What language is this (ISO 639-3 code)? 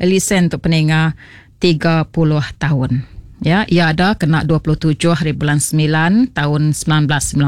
iba